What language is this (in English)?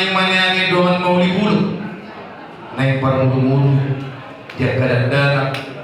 Batak Toba